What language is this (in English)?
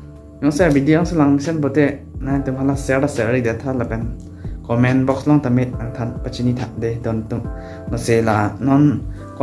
Karbi